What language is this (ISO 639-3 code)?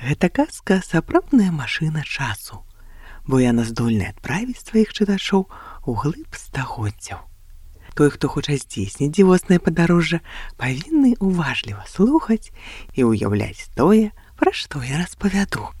bel